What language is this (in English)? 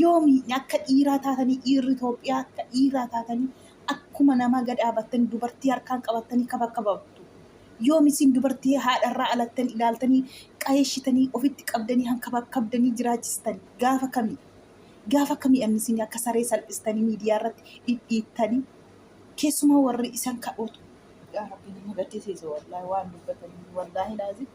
Oromo